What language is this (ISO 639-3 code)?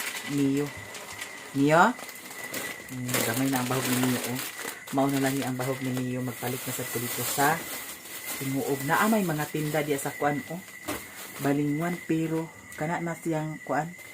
ceb